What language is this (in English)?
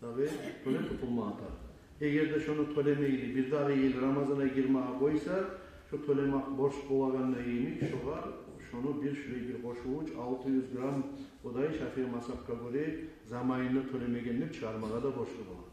Kumyk